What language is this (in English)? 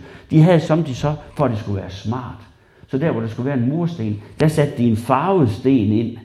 Danish